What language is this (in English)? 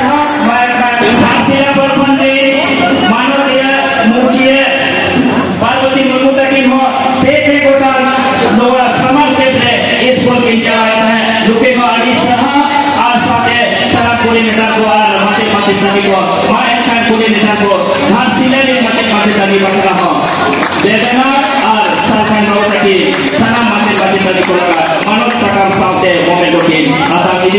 Santali